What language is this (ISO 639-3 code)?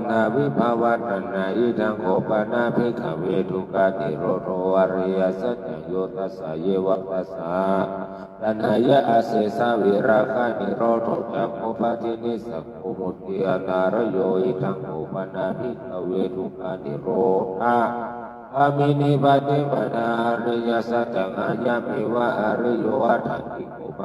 pli